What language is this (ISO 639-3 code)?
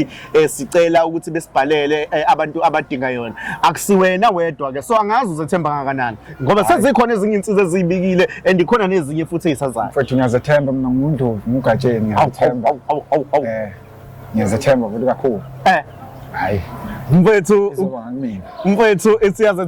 zul